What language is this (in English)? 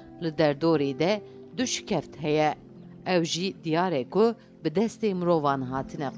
Kurdish